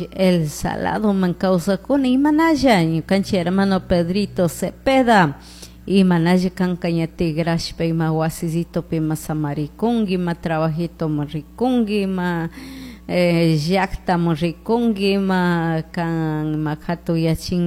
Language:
Chimborazo Highland Quichua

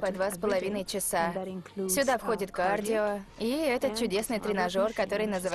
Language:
Russian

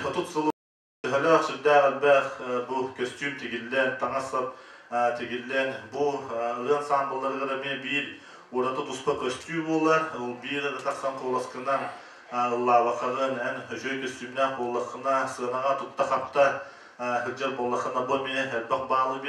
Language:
Yakut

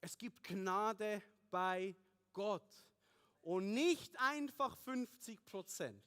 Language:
Swiss German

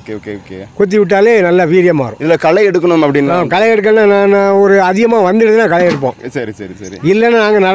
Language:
Tamil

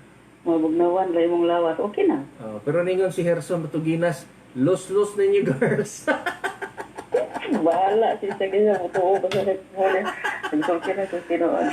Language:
Cebuano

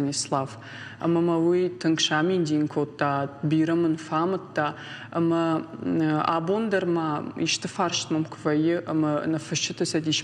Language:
Ossetic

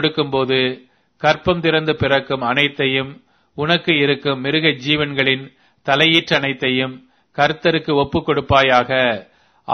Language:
Tamil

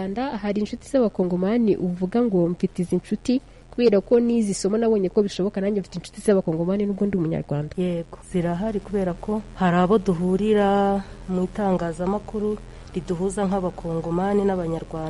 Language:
Kinyarwanda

